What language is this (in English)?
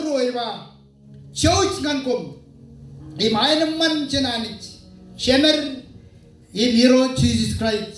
Marshallese